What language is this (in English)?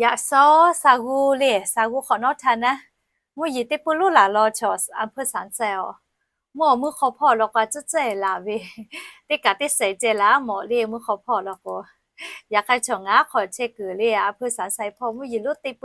Lahu